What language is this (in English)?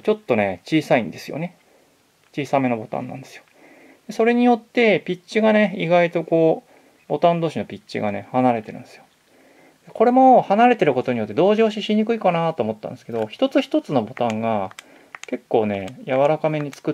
Japanese